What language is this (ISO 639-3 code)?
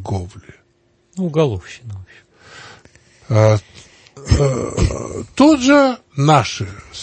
rus